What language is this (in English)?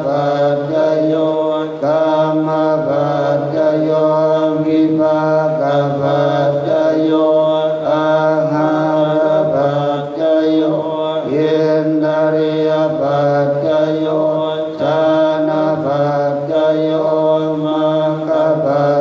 Thai